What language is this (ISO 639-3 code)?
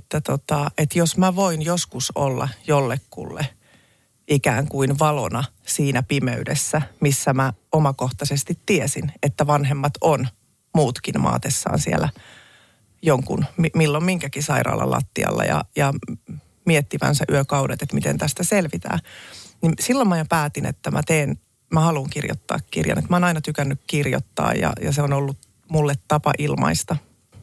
fin